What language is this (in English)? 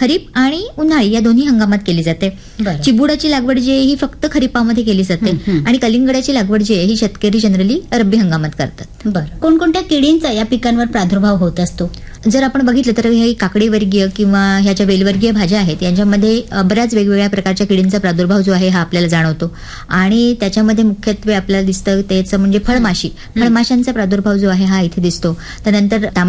Marathi